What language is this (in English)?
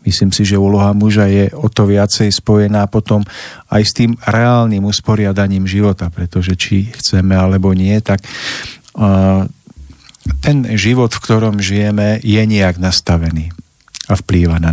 Slovak